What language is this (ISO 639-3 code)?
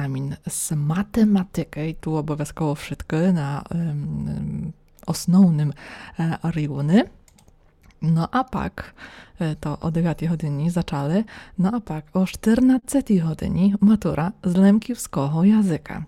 rue